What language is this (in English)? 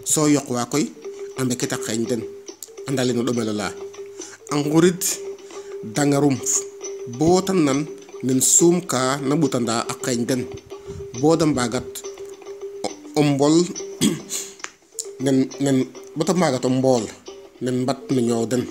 Serer